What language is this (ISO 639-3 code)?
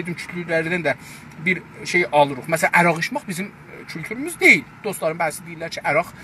azb